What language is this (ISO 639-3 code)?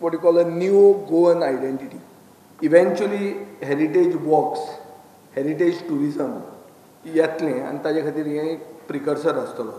kok